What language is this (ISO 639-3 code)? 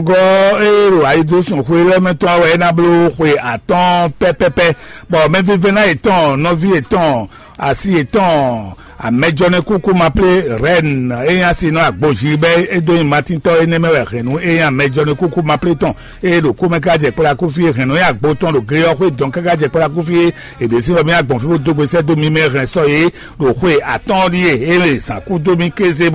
fon